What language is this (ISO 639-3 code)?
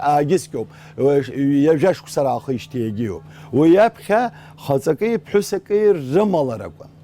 abk